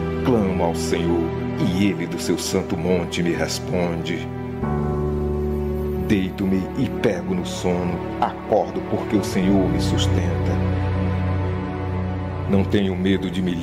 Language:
Portuguese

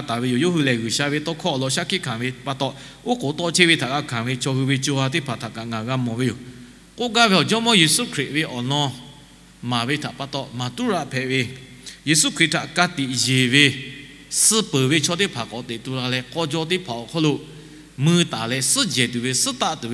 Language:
Lahu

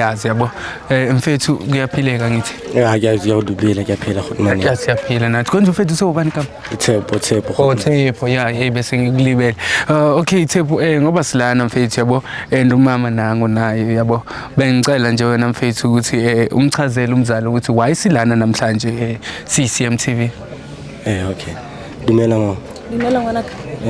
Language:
Zulu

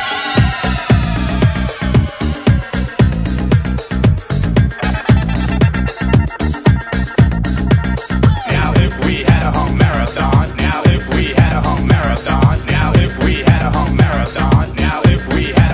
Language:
English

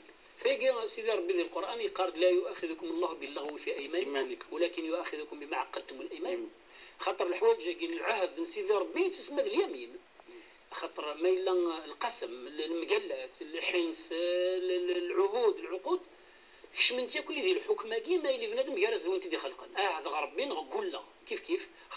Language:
Kabyle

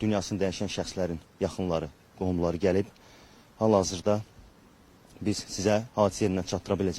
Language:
Azerbaijani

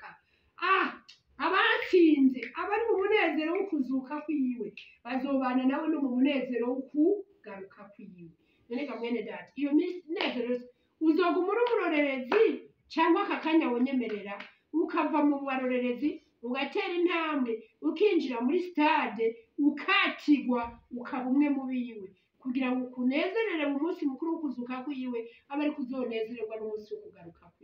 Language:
Rundi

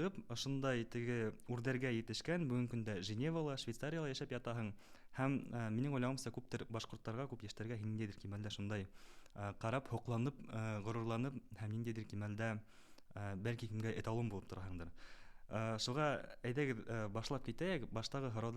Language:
Bashkir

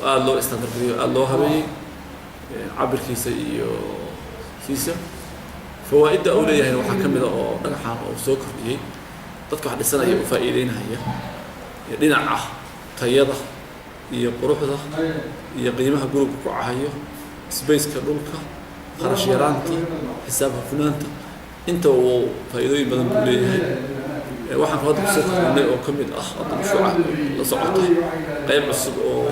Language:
Somali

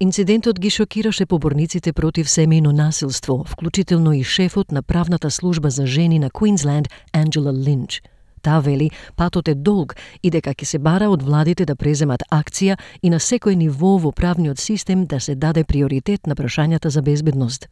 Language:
Macedonian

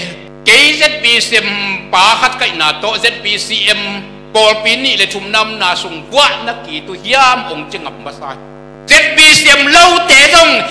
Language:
Tedim Chin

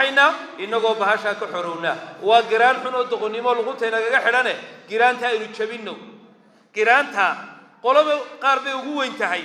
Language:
Somali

